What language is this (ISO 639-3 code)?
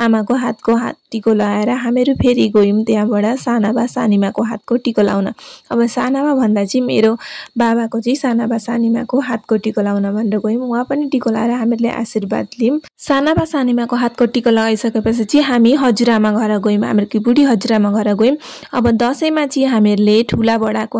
nep